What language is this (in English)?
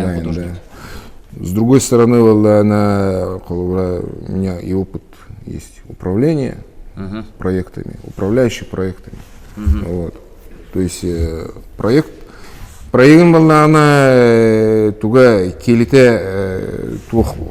Yakut